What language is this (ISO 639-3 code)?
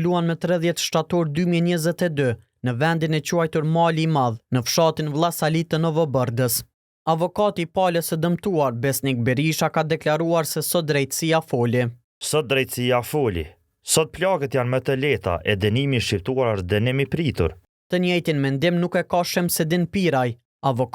sqi